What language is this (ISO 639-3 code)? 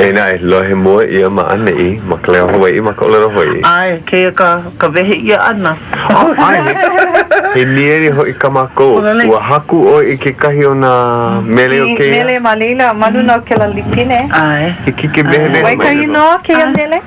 haw